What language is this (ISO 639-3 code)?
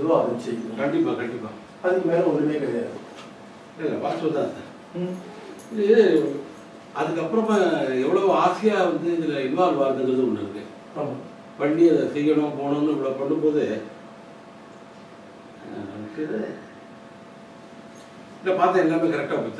tam